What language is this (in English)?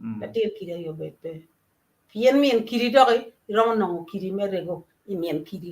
Acoli